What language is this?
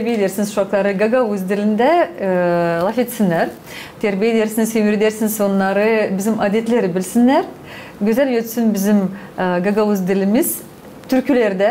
Gagauz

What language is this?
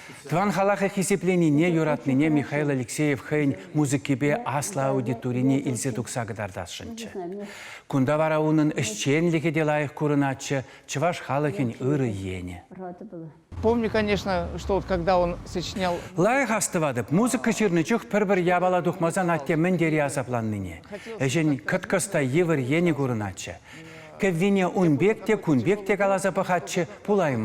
Chuvash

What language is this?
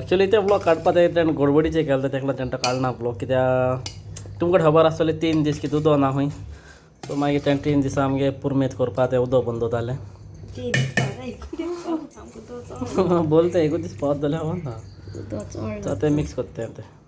Konkani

